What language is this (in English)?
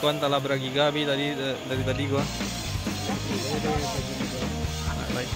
Minangkabau